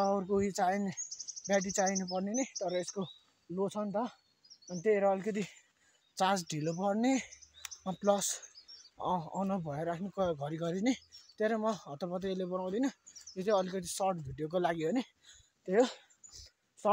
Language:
Nepali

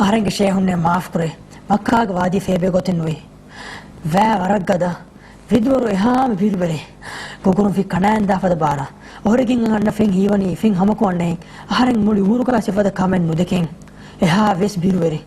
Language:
Divehi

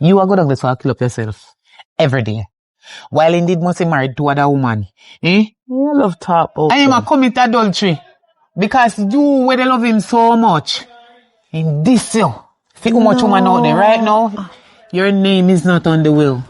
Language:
Jamaican Creole English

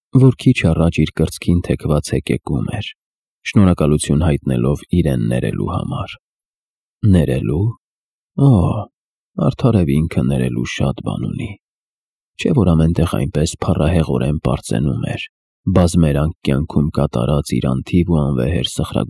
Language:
Armenian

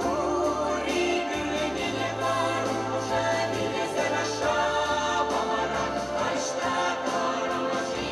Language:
Chuvash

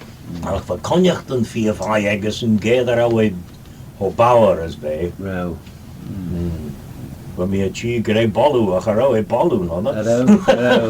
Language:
Manx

